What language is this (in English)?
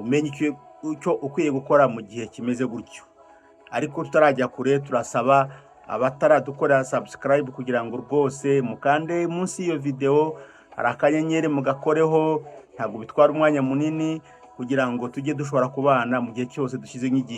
Kinyarwanda